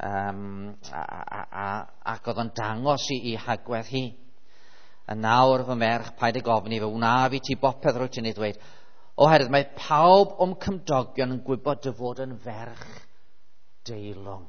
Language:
Welsh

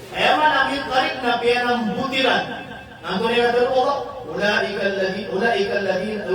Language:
Maranao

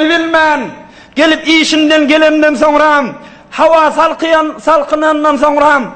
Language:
Turkmen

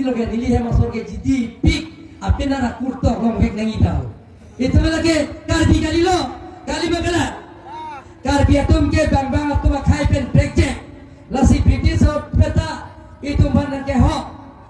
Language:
Karbi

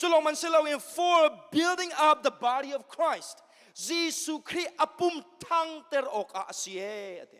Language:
Hakha Chin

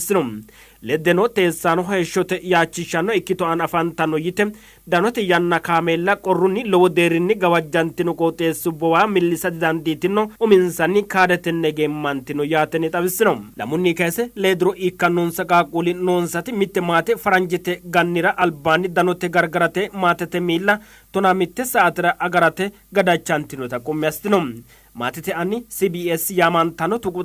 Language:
Sidamo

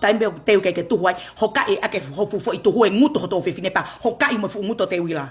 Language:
Tongan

